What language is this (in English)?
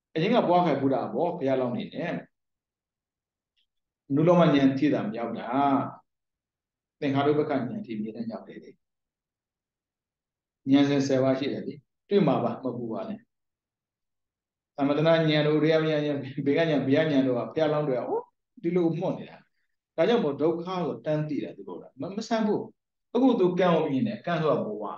Burmese